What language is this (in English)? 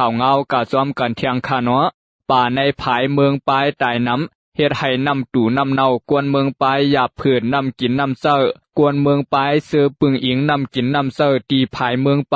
Shan